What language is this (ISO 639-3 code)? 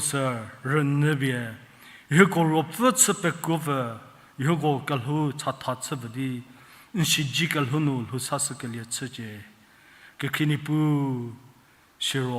njm